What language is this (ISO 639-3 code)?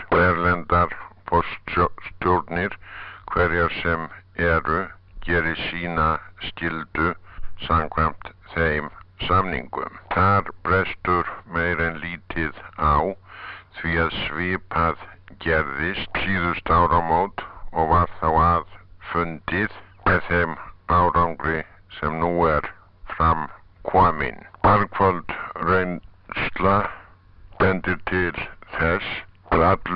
isl